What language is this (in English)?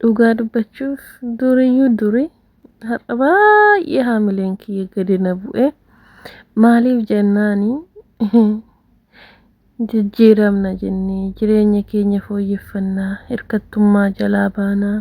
Oromo